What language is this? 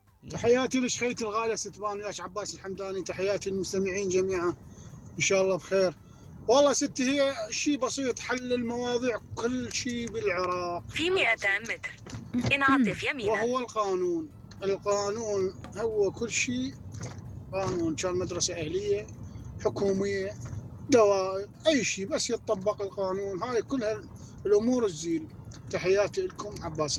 Mesopotamian Arabic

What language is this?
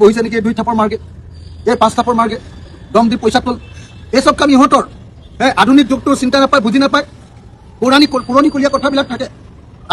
Assamese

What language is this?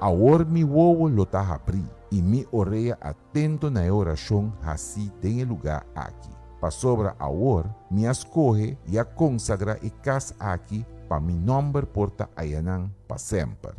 Papiamento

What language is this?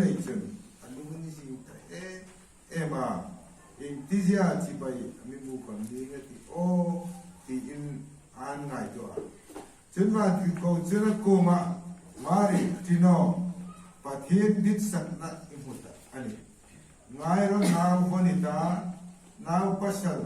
Hmar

